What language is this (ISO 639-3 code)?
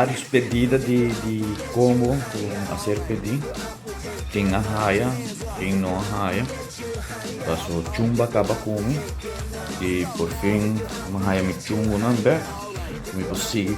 pap